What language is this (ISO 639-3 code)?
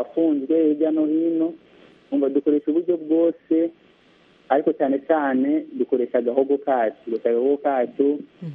kin